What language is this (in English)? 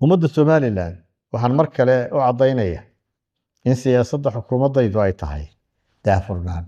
Somali